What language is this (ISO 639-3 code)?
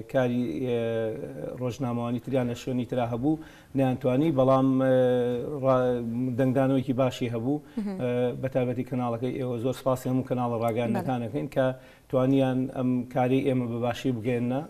ckb